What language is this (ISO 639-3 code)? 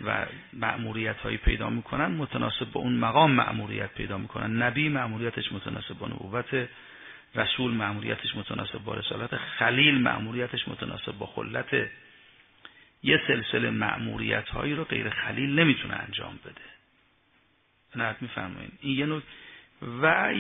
fas